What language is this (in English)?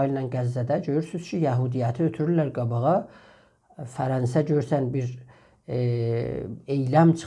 South Azerbaijani